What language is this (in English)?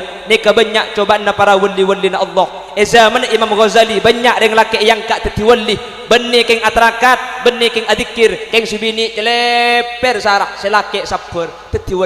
Madurese